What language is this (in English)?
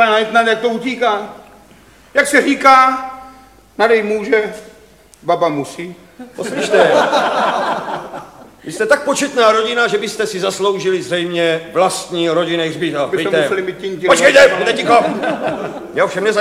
Czech